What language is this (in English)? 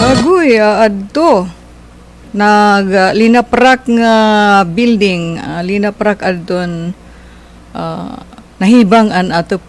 Waray